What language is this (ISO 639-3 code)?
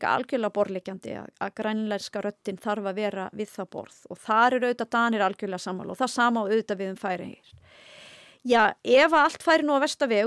isl